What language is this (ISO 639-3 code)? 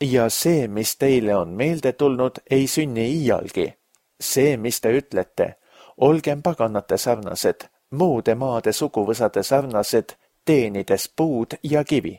est